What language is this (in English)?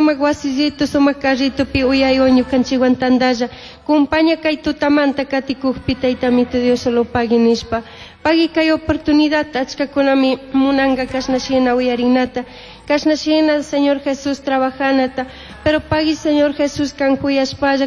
Chimborazo Highland Quichua